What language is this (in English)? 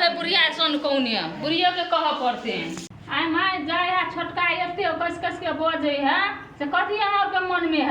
Maithili